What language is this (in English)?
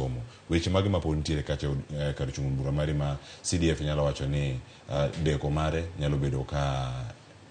Luo (Kenya and Tanzania)